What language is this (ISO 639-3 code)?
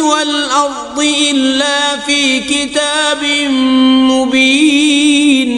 kas